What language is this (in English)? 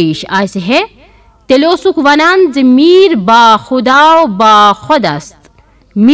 Kashmiri